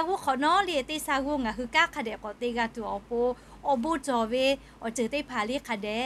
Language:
Lahu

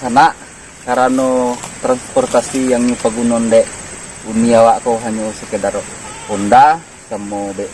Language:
Minangkabau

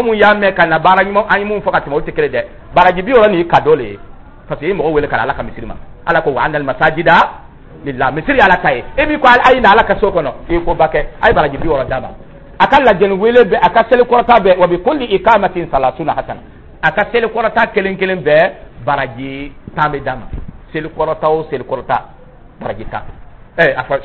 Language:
Dyula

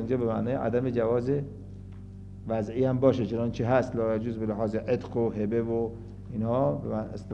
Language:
Persian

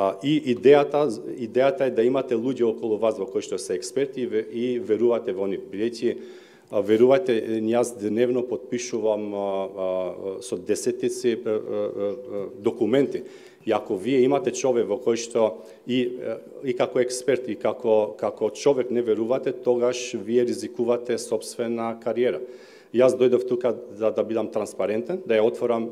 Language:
Macedonian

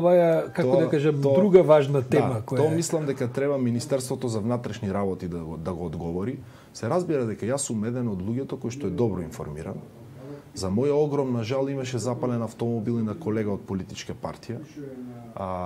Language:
Macedonian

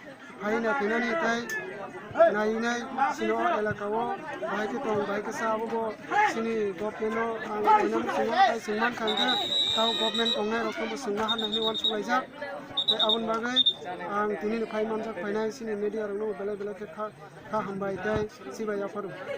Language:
Kok Borok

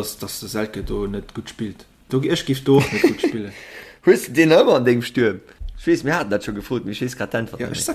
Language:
Luxembourgish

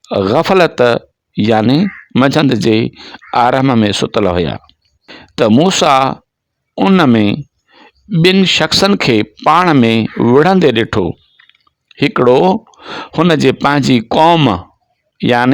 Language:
Sindhi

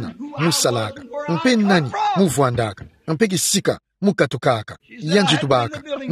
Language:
Kituba (Democratic Republic of Congo)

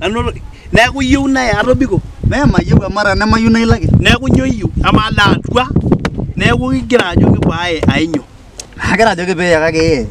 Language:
Masai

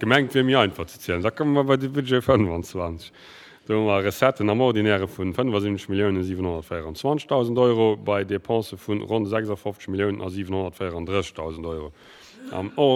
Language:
Luxembourgish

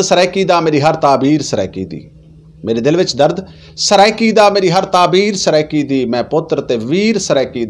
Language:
Saraiki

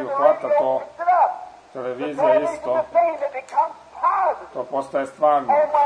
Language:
Croatian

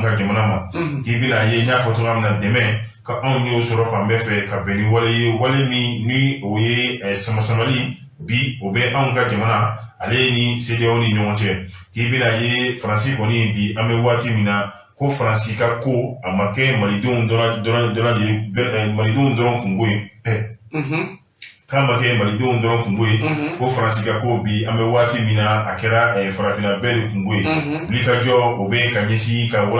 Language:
Bambara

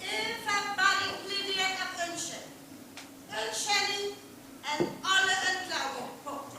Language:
Northern Frisian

